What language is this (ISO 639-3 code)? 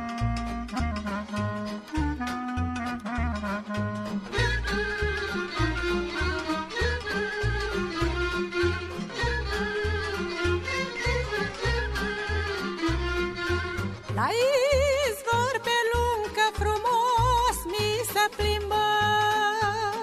ron